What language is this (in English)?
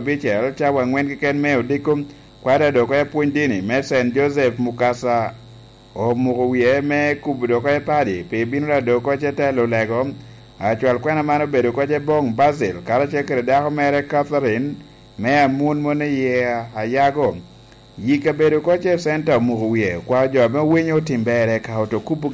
Lango (Uganda)